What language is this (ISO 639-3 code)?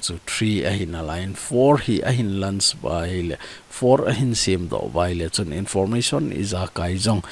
tcz